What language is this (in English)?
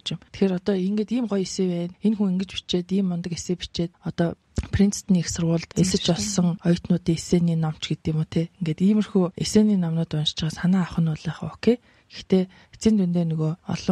Mongolian